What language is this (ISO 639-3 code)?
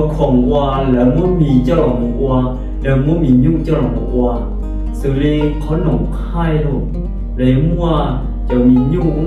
hmn